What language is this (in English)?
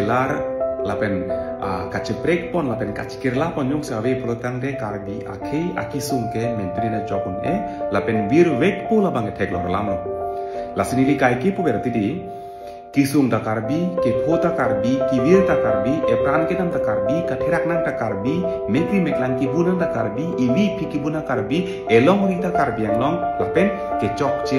Karbi